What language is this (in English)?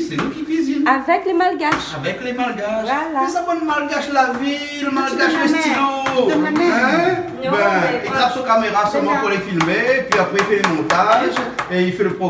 Réunion Creole French